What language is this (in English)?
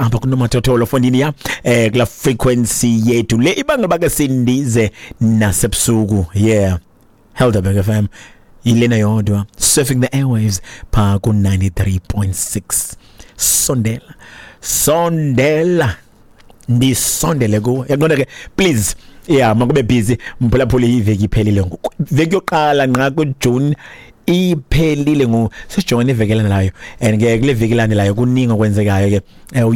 Xhosa